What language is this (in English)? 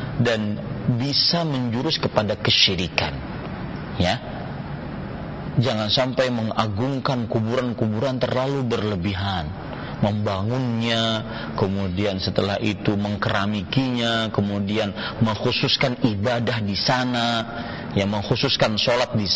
Indonesian